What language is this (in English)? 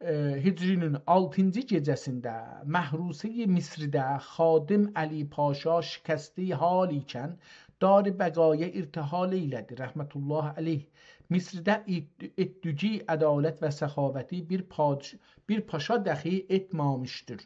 South Azerbaijani